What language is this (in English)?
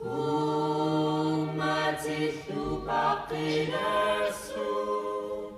Kalaallisut